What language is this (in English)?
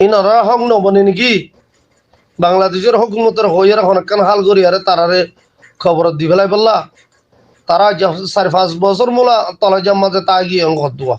Rohingya